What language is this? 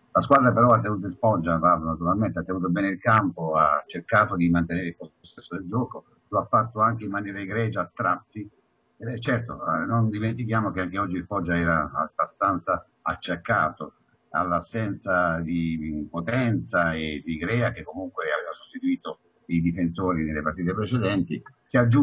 Italian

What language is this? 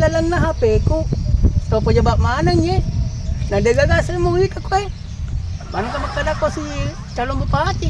Buginese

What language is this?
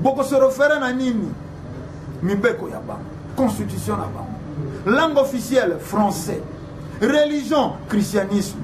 Lingala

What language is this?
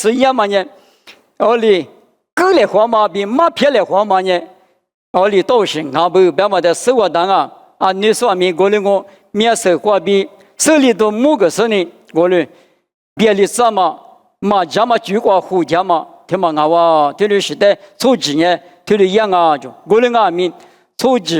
Lisu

